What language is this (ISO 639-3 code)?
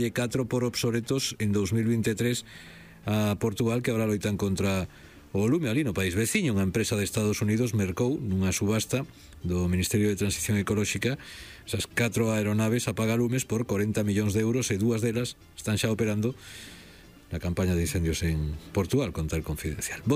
glg